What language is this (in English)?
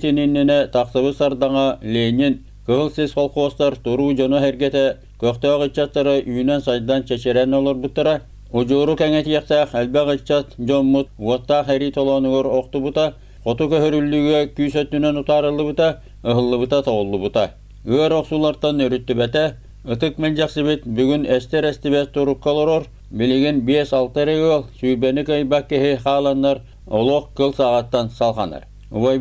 Yakut